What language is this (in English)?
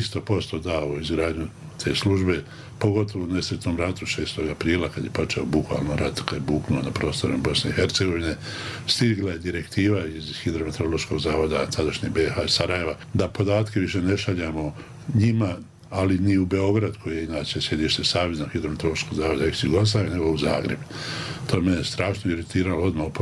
Bosnian